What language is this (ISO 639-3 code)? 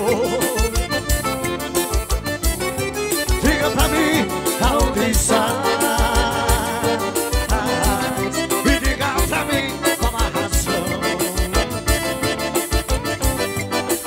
por